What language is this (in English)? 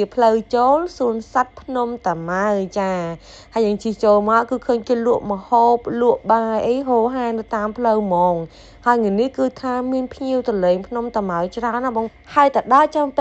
Khmer